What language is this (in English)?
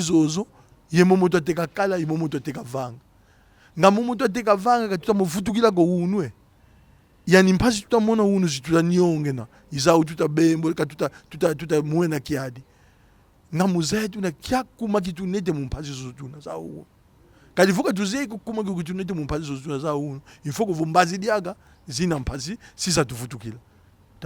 Kongo